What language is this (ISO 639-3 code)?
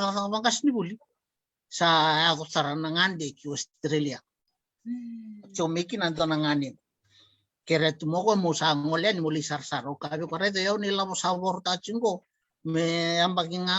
fij